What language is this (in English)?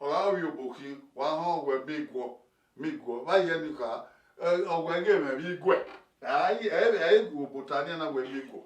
Bini